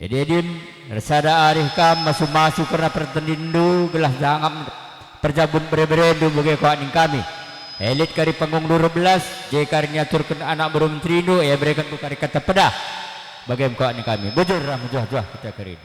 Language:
Batak Karo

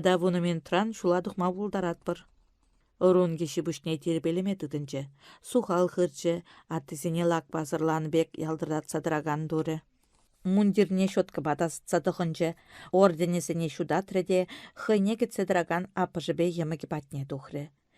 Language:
Chuvash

